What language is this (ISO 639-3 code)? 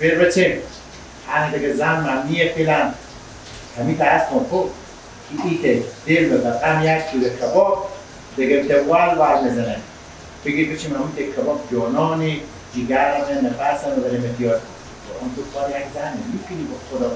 fas